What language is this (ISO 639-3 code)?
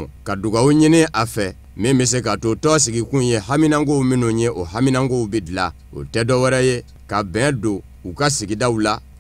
bam